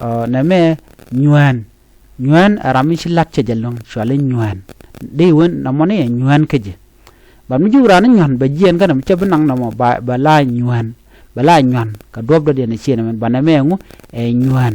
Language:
Nuer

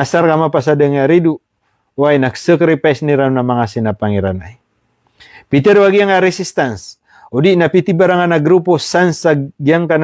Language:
Maranao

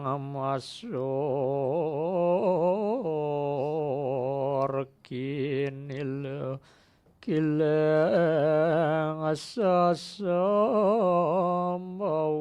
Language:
Balinese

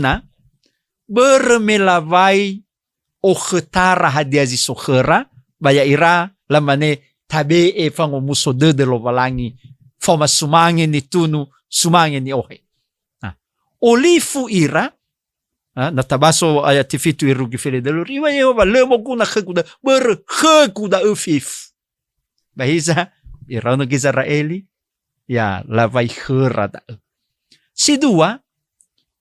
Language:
Nias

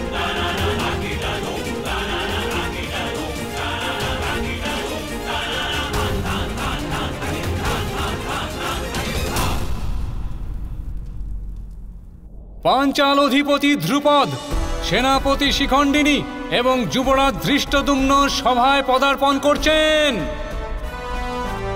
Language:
Bangla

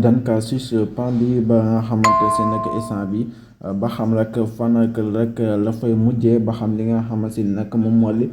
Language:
Wolof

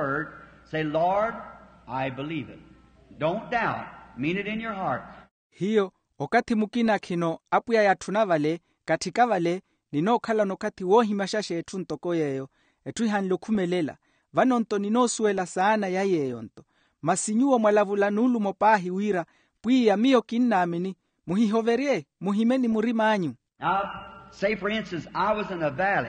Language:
Makhuwa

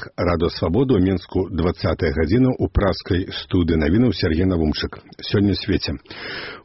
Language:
Belarusian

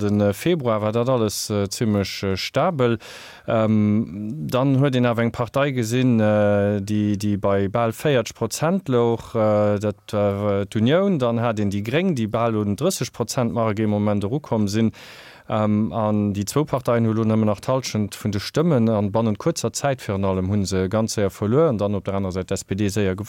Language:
Luxembourgish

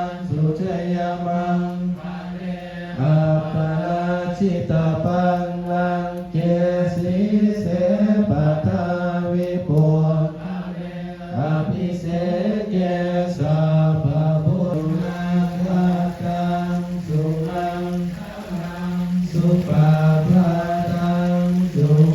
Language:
Pali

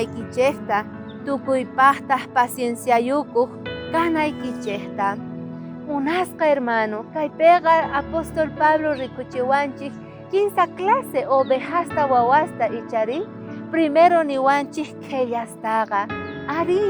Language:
South Bolivian Quechua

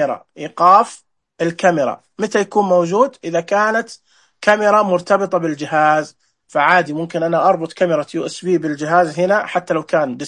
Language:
Najdi Arabic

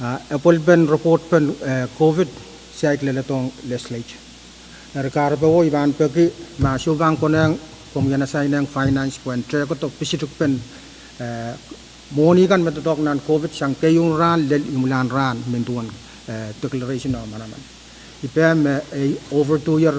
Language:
Pohnpeian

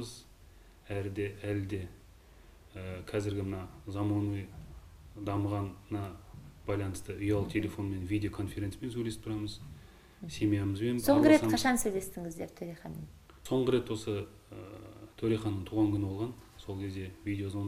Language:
Kazakh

